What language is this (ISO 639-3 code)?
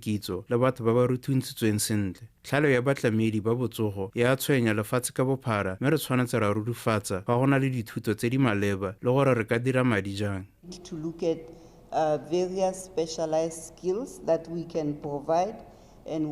tsn